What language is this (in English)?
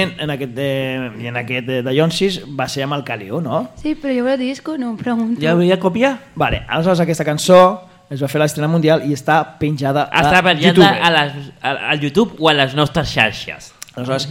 Catalan